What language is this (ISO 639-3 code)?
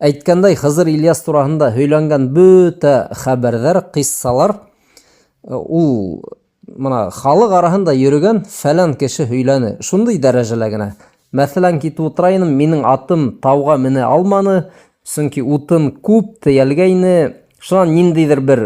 bak